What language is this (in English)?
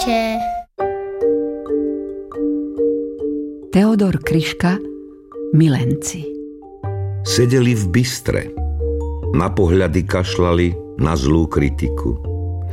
Slovak